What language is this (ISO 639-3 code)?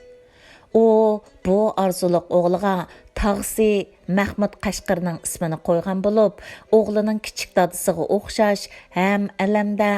uig